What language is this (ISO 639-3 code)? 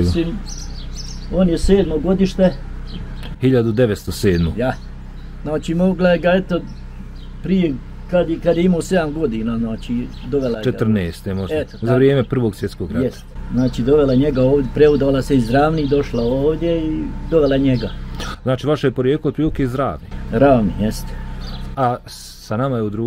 bos